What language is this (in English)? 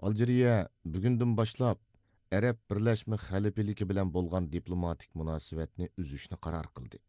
Uyghur